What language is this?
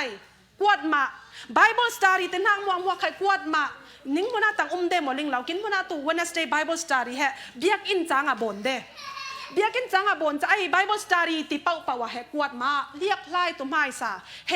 Falam Chin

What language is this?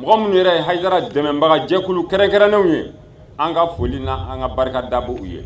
Bambara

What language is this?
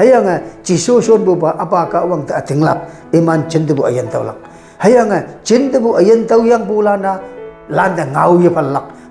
Konyak Naga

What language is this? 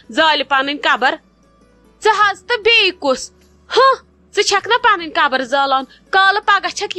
Kashmiri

